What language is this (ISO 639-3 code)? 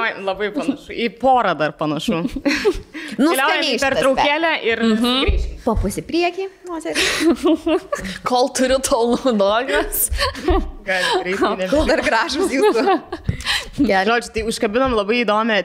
lit